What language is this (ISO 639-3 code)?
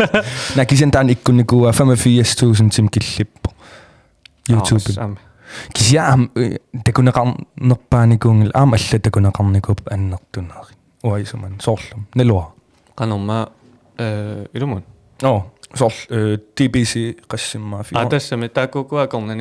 kal